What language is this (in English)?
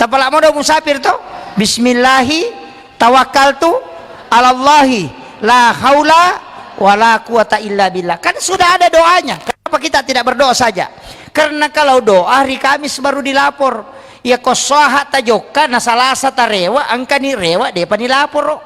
Buginese